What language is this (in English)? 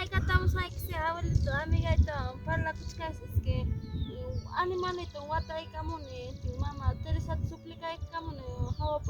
Ayacucho Quechua